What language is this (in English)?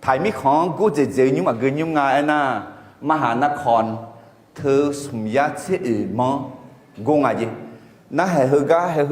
Akha